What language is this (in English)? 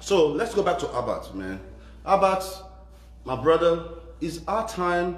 Nigerian Pidgin